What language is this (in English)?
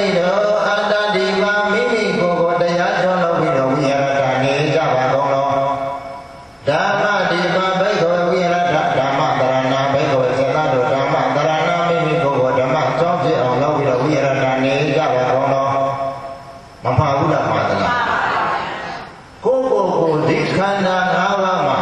Burmese